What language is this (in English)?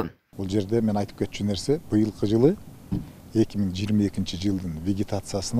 Kyrgyz